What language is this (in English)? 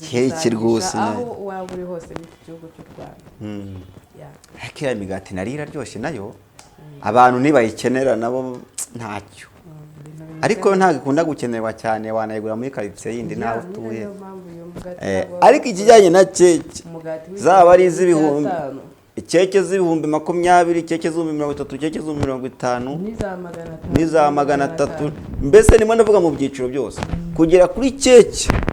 Kinyarwanda